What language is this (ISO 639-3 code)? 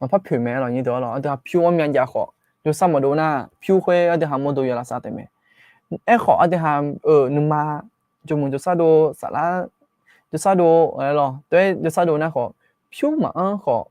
ahk